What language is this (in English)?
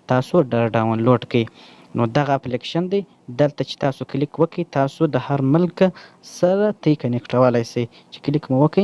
Pashto